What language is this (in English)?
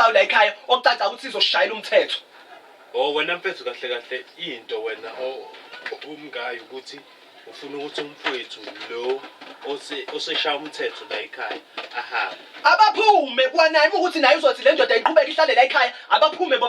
Zulu